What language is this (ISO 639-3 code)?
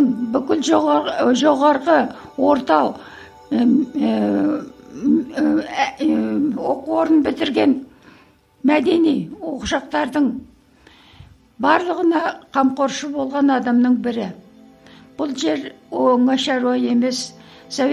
kaz